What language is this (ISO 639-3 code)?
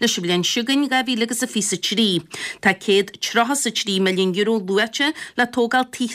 gle